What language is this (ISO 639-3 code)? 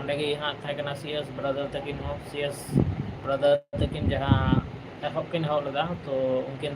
sat